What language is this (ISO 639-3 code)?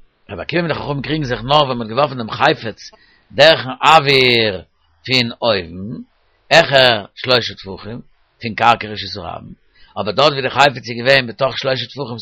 yid